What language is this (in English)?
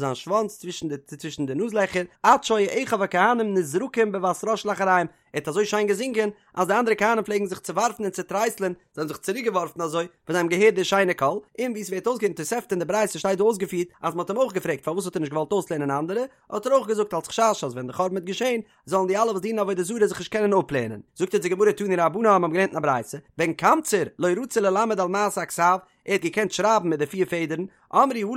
Yiddish